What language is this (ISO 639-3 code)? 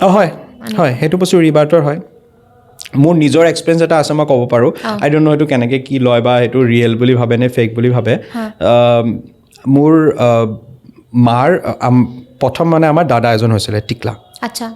asm